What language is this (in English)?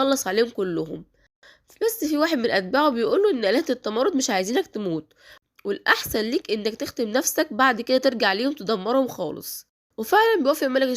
Egyptian Arabic